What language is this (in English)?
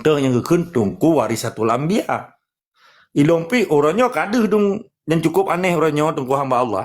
Achinese